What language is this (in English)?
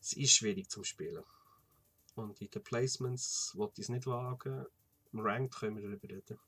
Swiss German